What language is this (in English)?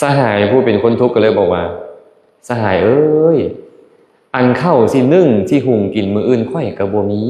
Lao